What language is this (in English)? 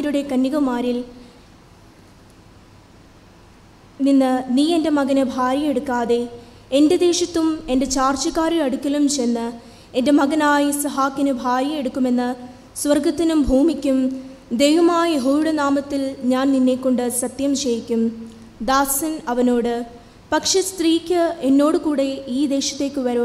Malayalam